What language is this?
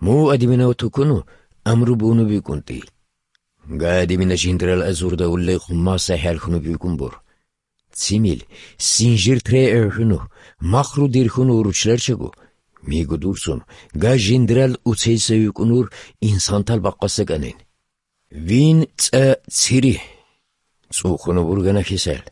Avaric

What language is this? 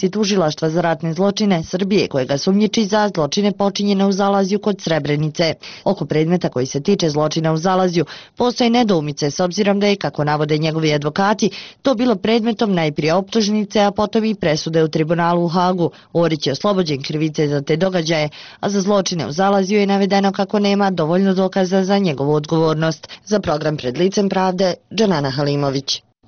Bosnian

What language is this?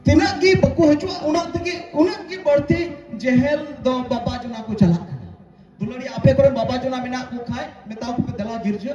Santali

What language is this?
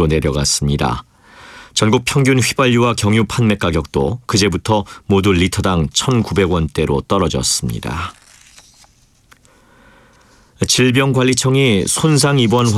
Korean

